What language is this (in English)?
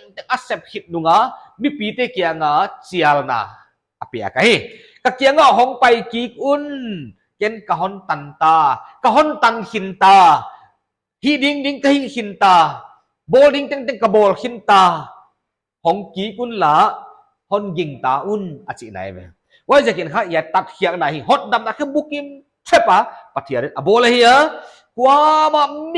Paite Chin